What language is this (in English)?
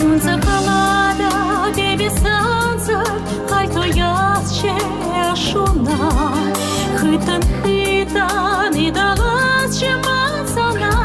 Chuvash